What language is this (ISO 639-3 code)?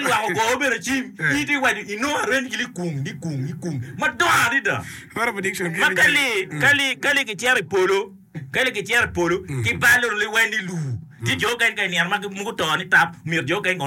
ach